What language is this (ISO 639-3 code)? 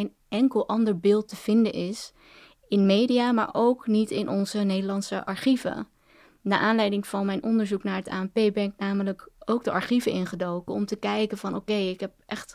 nld